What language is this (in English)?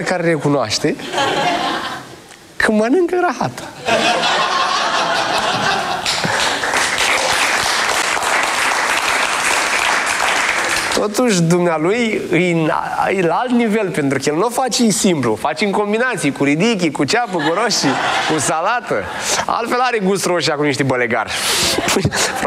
Romanian